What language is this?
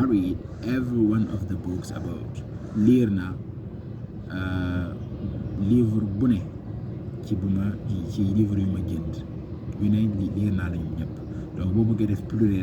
Wolof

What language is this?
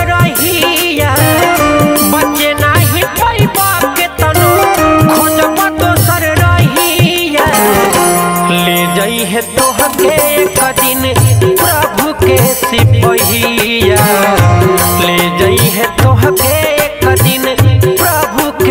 Bhojpuri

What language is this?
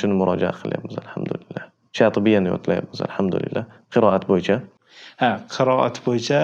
Uzbek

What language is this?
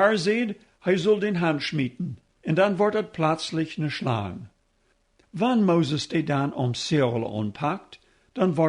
Plautdietsch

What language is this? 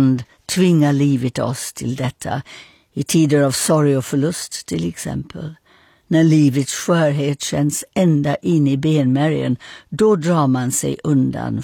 Swedish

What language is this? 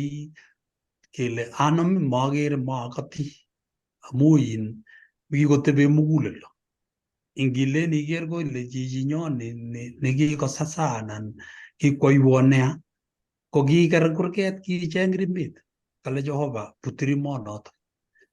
Kalenjin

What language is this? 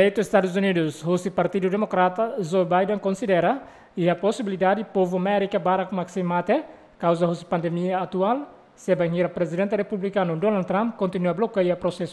Tetum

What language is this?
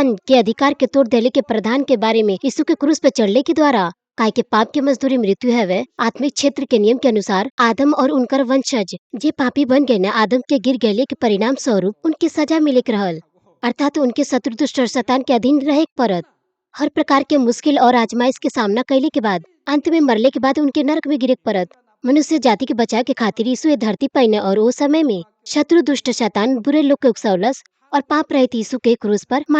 Bhojpuri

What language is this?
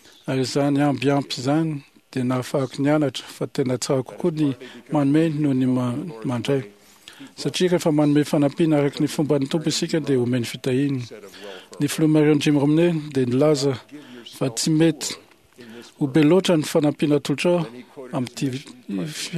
Malagasy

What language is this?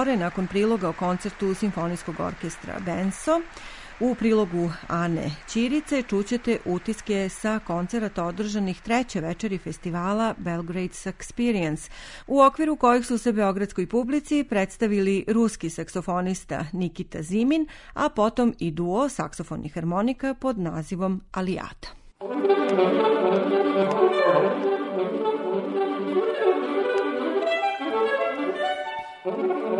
Serbian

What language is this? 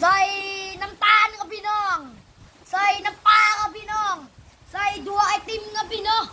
Northeastern Thai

